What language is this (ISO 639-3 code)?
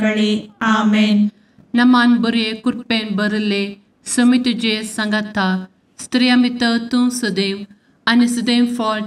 kok